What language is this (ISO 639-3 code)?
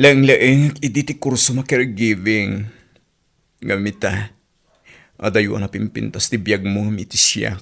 ilo